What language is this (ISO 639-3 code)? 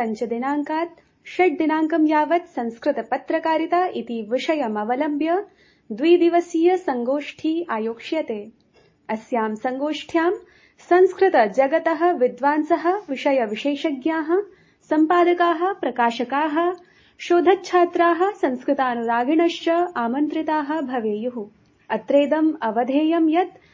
san